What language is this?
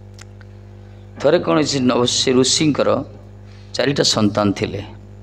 Odia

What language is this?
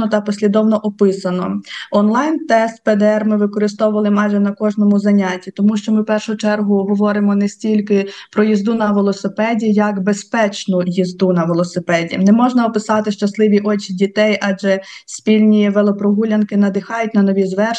Ukrainian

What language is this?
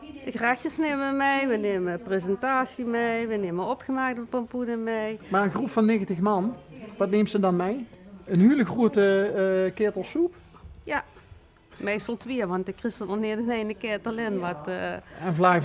Limburgish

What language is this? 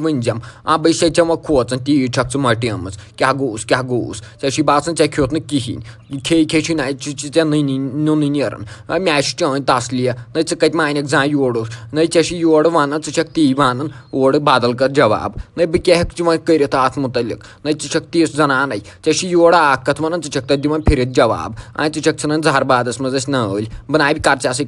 Kashmiri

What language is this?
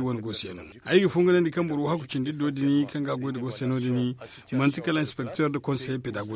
Zarma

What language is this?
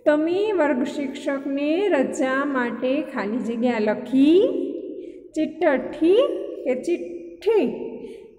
Gujarati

